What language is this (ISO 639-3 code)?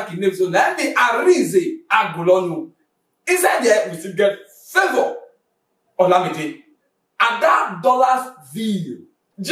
pcm